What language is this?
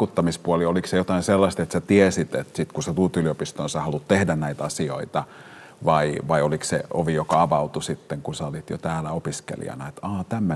Finnish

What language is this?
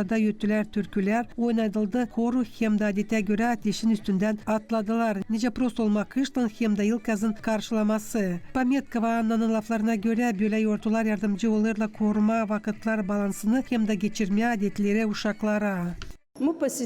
Gagauz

